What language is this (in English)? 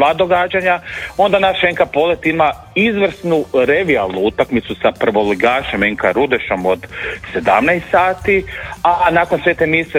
Croatian